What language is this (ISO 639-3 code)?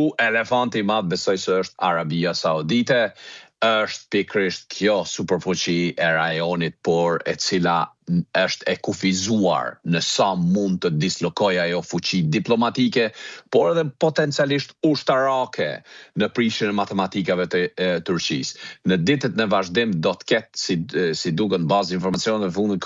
sqi